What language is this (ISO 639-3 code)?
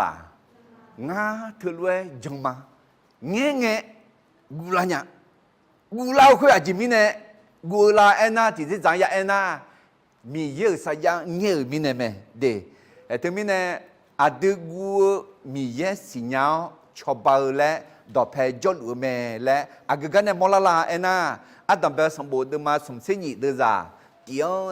ahk